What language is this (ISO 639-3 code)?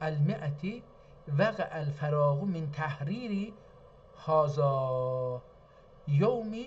azb